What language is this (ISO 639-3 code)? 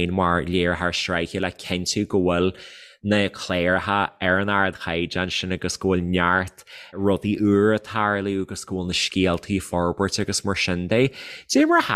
gle